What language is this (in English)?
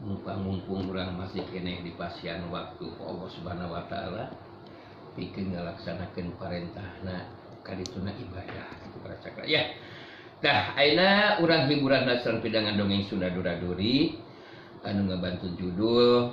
Sundanese